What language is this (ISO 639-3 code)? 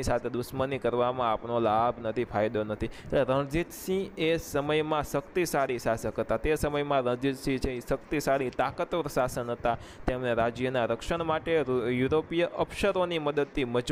guj